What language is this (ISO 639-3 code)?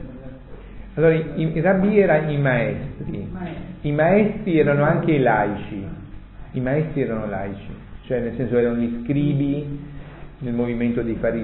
ita